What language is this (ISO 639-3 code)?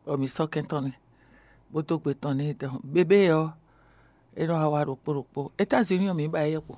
fon